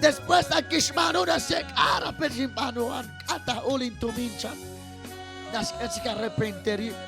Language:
Kekchí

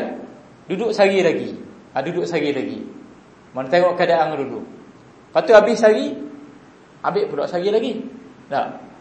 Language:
Malay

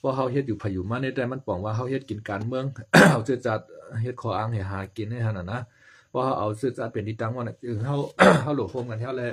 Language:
Shan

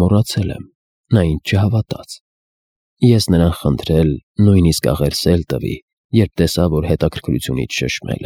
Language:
Armenian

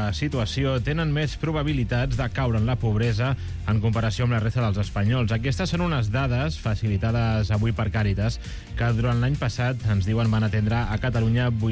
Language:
Catalan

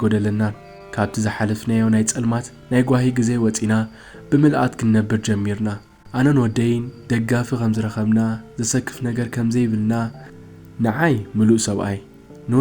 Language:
Tigrinya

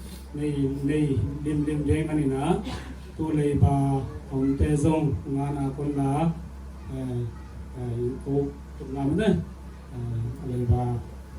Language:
Tedim Chin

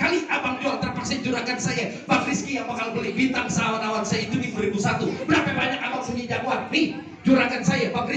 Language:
Betawi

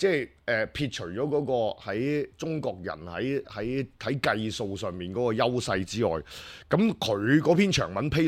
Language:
Cantonese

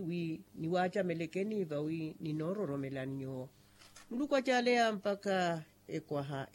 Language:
Makhuwa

